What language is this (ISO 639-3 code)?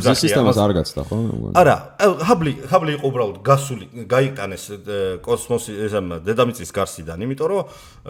kat